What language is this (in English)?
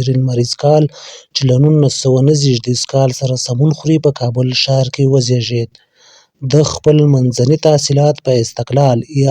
Pashto